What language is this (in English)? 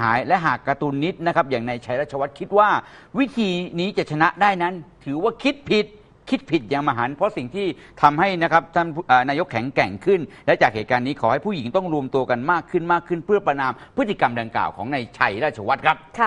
Thai